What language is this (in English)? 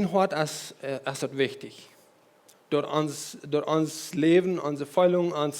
Plautdietsch